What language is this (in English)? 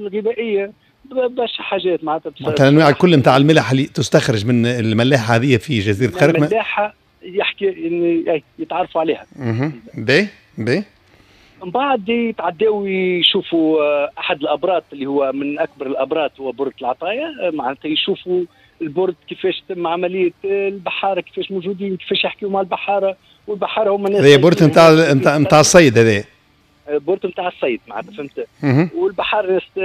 Tunisian Arabic